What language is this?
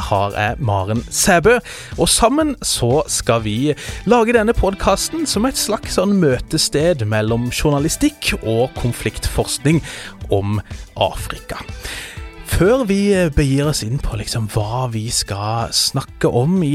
Norwegian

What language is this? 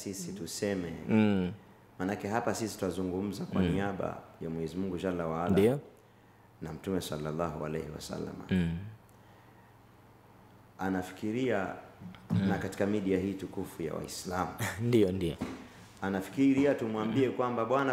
Swahili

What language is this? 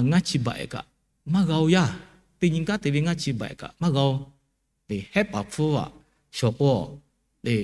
Lahu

